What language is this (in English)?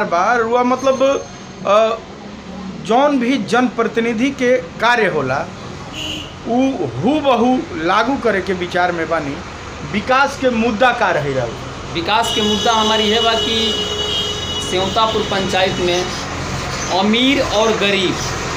Bhojpuri